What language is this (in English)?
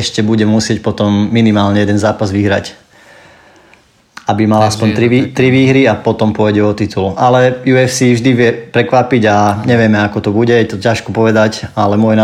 Slovak